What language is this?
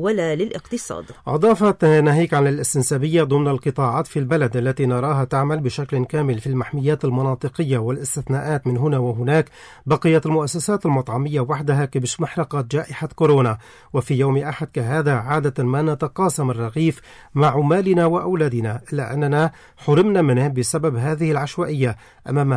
Arabic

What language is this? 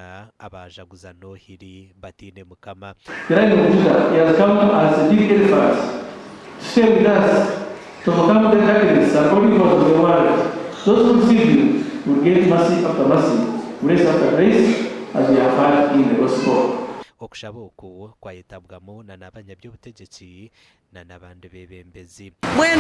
Nyankole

